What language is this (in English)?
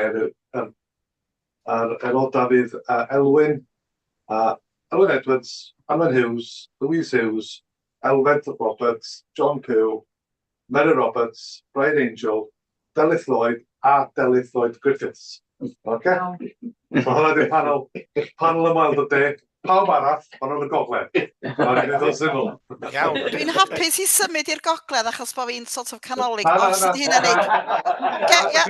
Welsh